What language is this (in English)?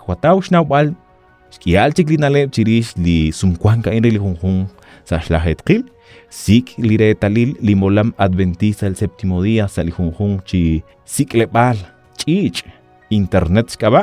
Kekchí